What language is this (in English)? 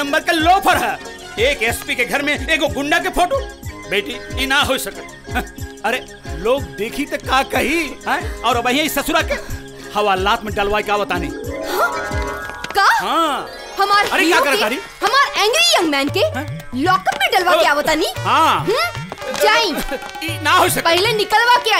Bhojpuri